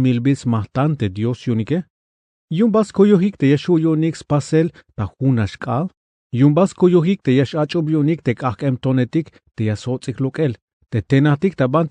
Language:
Tzeltal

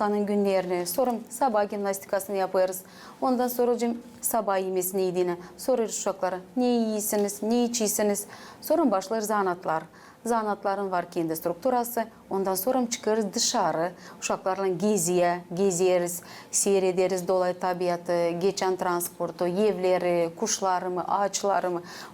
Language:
Gagauz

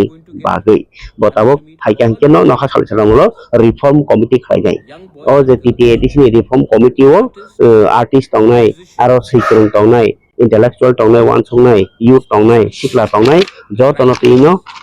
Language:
Kok Borok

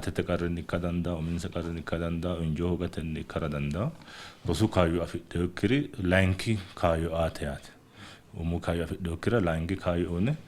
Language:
Sidamo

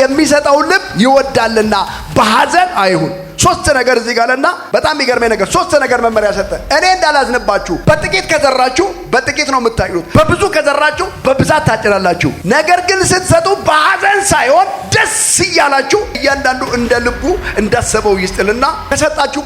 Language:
Amharic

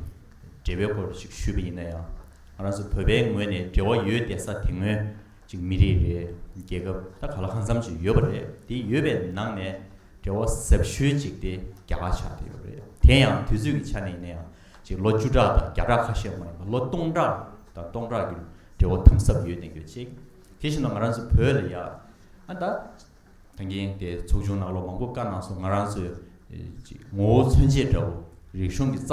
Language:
Tibetan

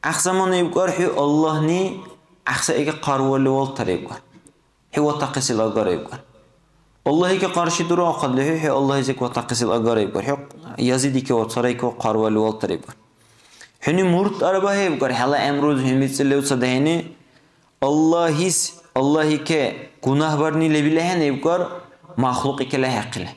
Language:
Dargwa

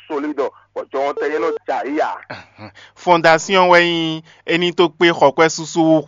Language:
Fon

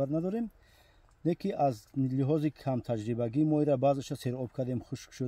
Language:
Tajik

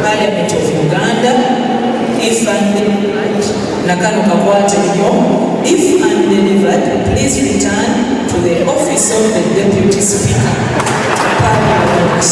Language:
Nyankole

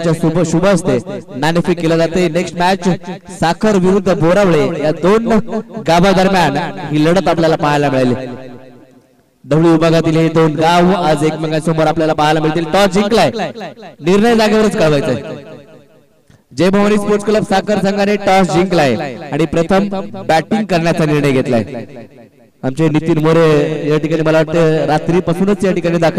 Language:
Marathi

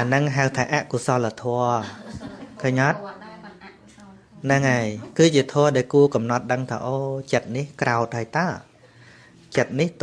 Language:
Khmer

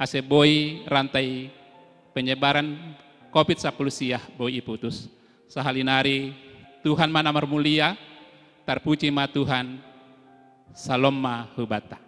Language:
Batak Simalungun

